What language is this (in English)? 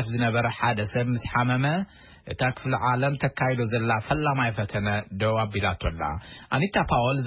Tigrinya